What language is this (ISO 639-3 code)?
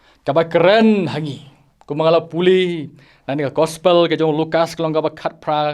kha